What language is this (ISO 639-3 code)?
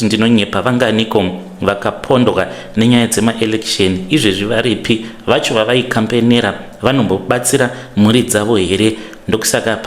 sna